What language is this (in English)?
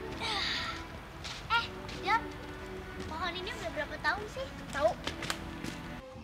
Indonesian